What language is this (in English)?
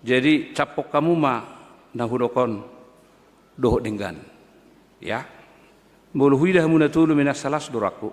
Batak Toba